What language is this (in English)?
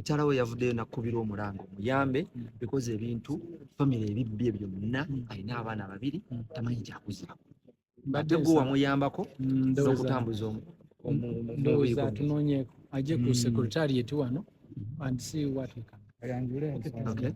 Ganda